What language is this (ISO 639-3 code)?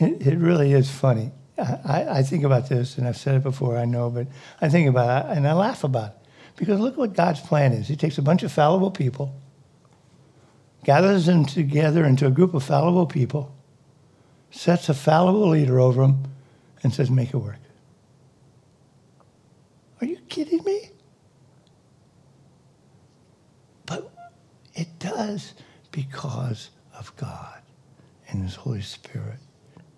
eng